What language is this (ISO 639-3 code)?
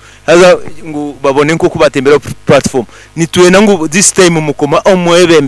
nyn